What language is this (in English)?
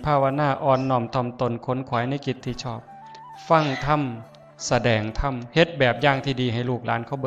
Northeastern Thai